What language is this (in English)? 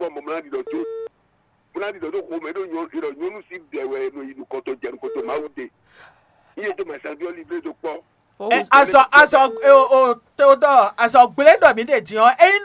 Fon